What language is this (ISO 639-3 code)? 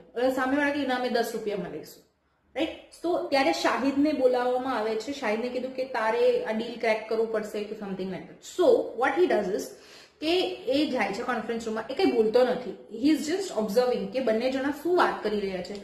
guj